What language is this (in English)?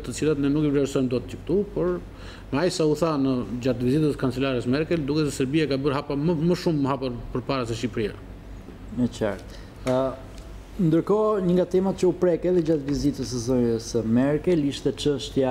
Albanian